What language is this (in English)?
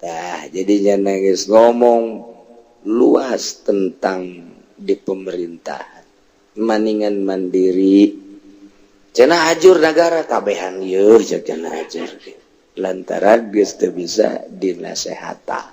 Sundanese